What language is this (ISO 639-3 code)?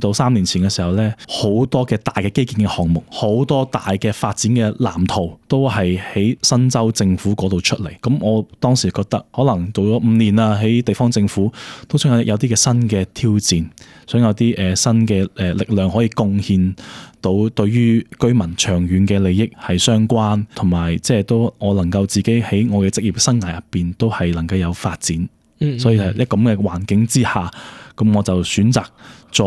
yue